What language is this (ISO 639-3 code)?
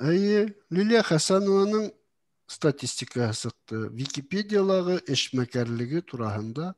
bak